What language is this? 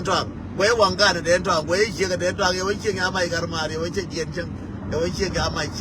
Nuer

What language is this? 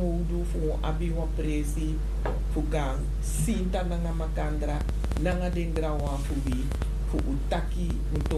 Sranan Tongo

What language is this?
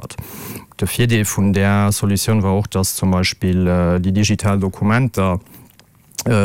Luxembourgish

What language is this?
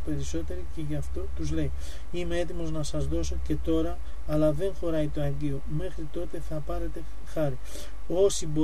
Greek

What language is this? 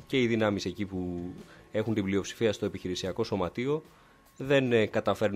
Greek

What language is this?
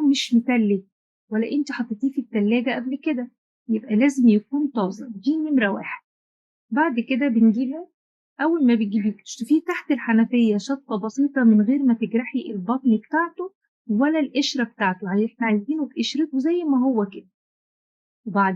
Egyptian Arabic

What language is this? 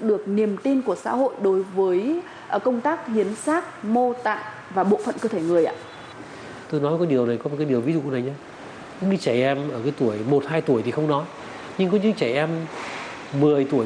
Vietnamese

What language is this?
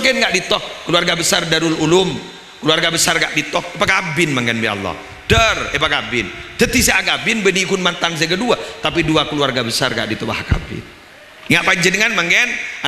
Madurese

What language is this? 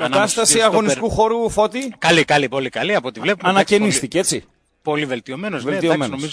Greek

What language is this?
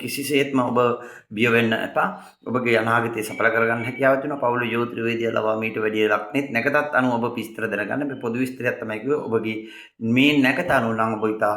Sinhala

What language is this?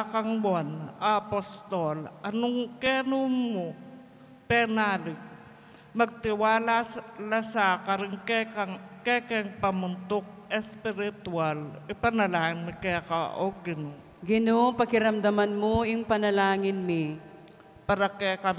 Pampanga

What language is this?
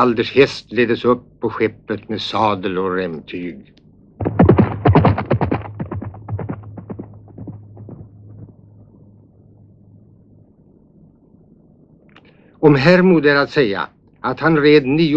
Swedish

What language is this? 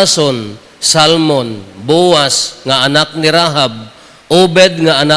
Iloko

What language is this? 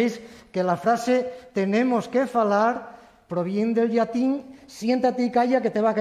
Asturian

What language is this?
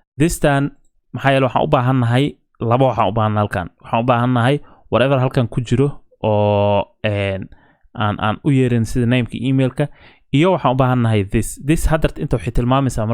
Somali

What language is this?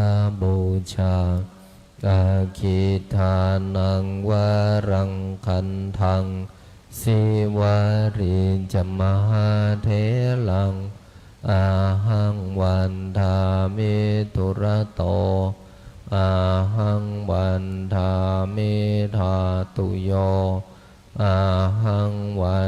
Pali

